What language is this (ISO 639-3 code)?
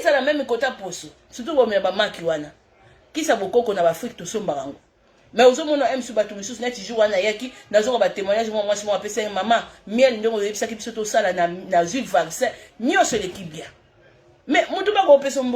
lin